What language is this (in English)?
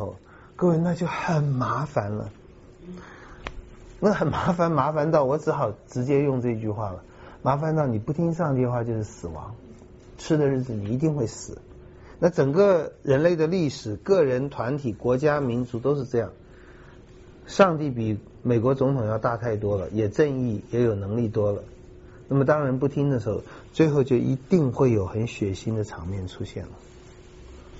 Chinese